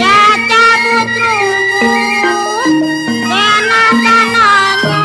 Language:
Betawi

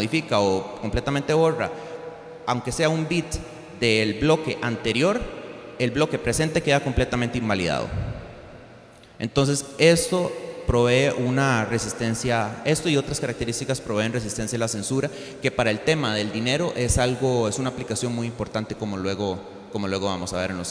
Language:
Spanish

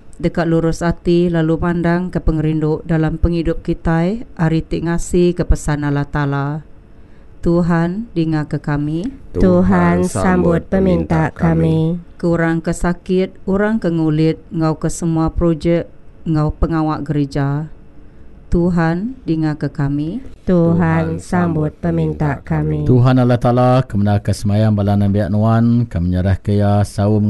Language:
Iban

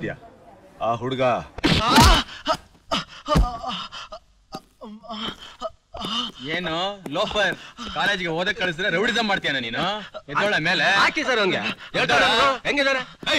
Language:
Kannada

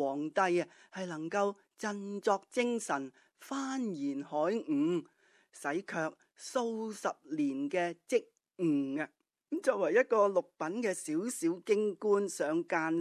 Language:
Cantonese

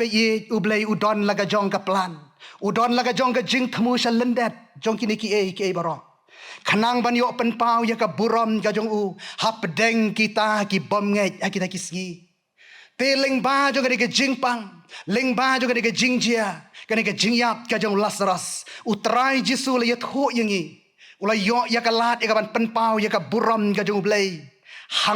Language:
Khasi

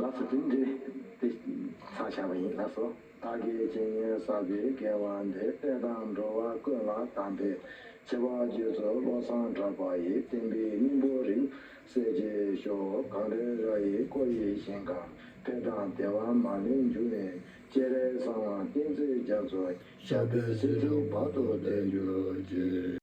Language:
Tibetan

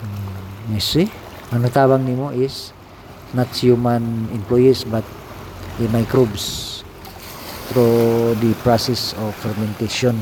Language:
Cebuano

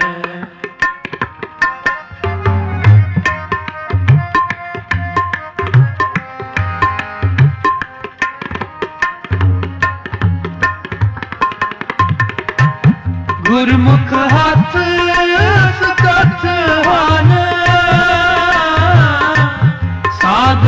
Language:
Punjabi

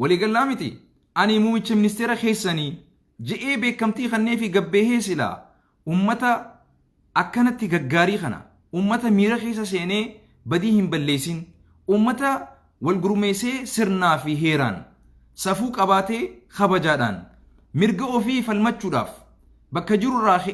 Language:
Oromo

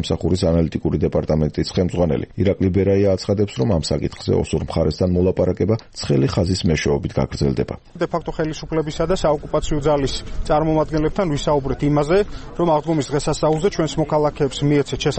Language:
Georgian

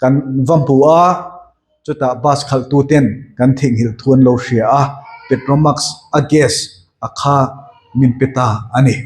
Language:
Mizo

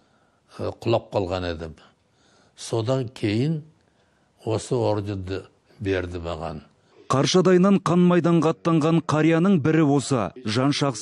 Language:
Kazakh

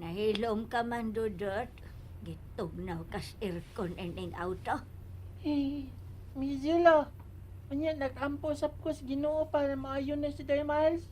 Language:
Cebuano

